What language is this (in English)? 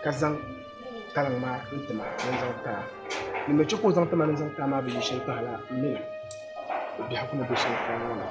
Dagbani